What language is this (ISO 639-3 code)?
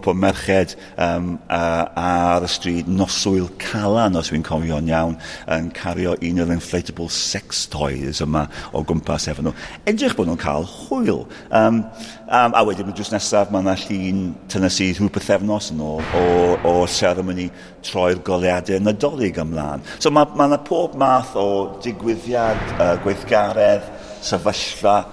cym